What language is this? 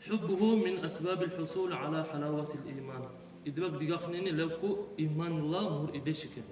Dargwa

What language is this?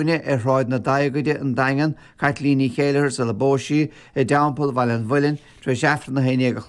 Irish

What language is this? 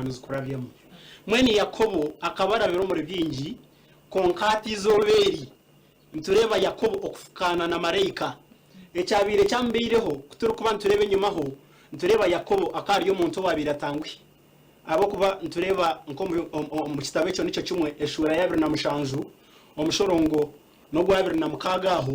Nyankole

